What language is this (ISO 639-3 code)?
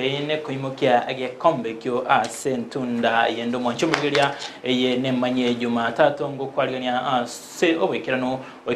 guz